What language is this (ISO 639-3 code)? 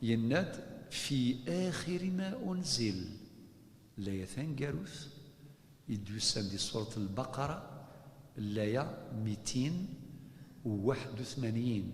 kab